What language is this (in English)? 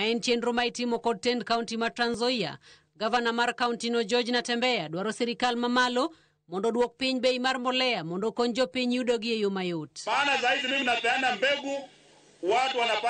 Luo (Kenya and Tanzania)